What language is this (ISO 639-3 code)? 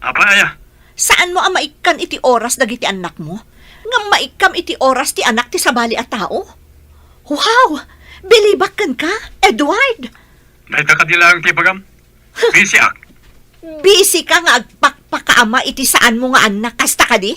ilo